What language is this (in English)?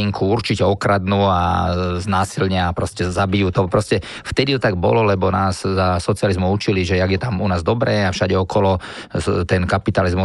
Slovak